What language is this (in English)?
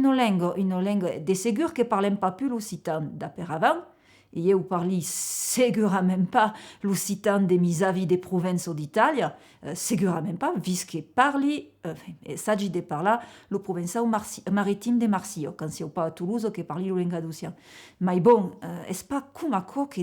Occitan